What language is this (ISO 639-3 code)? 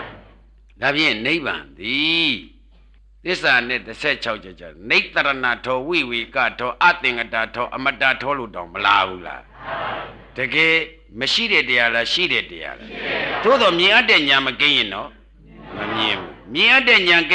mya